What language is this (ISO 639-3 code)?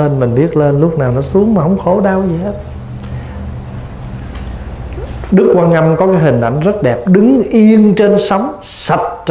vie